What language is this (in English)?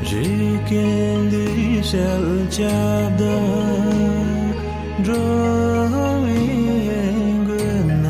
Tibetan